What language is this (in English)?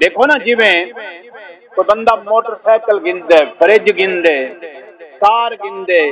Saraiki